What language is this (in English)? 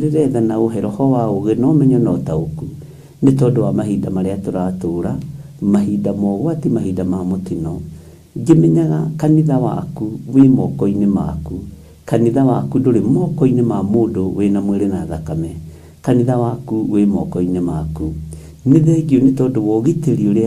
Kikuyu